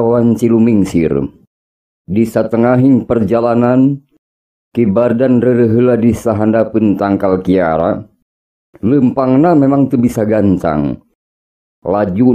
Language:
Sundanese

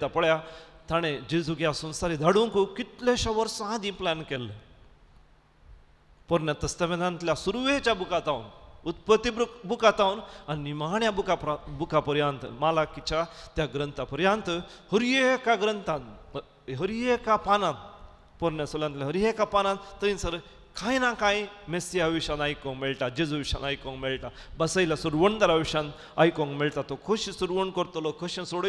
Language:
Konkani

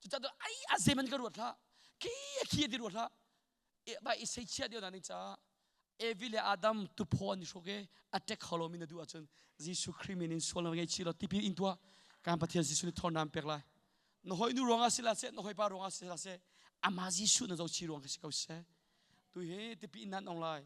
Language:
Hakha Chin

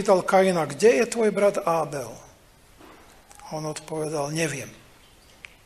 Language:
Slovak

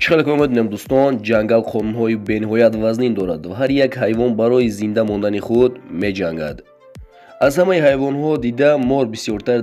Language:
Tajik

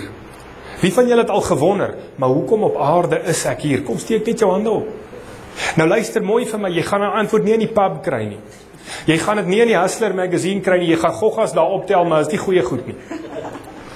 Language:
Afrikaans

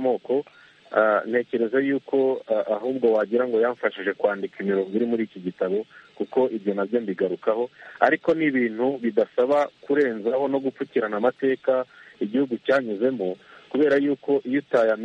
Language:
Kinyarwanda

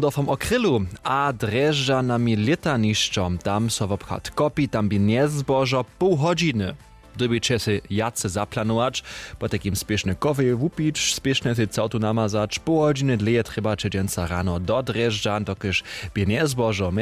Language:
German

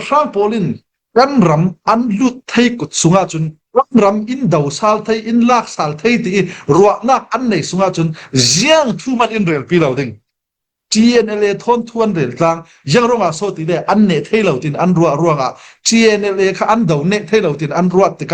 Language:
Falam Chin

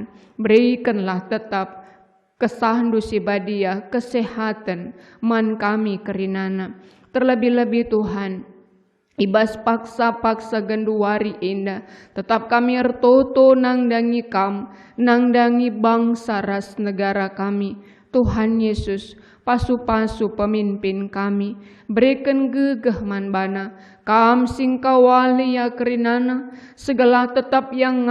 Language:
Batak Karo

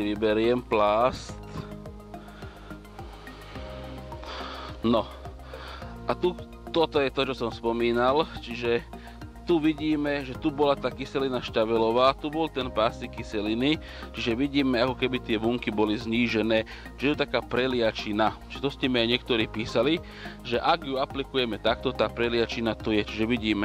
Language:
Slovak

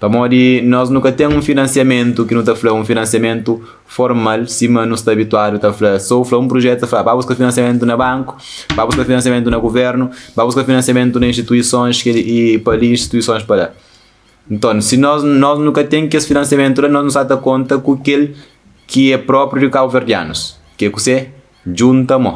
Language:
Kabuverdianu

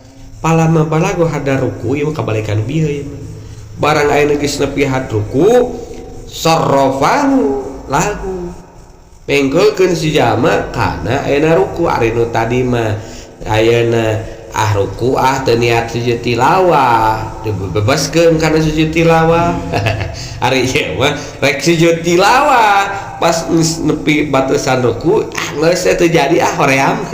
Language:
Sundanese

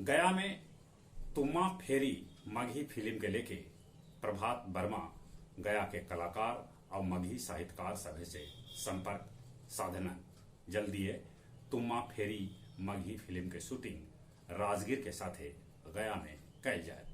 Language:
Magahi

